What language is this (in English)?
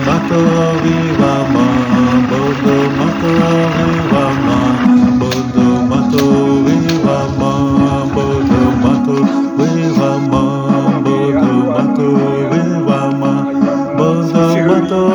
Xavánte